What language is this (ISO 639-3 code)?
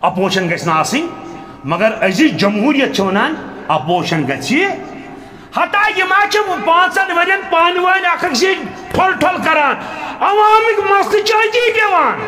kas